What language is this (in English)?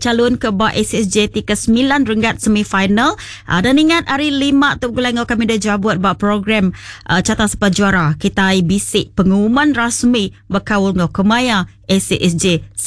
Iban